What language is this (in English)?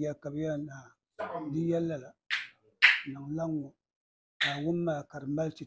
Dagbani